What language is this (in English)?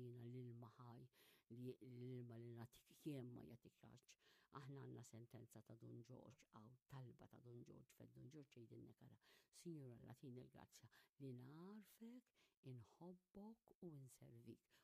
Maltese